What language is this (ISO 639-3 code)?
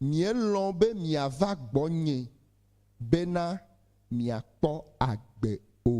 ewe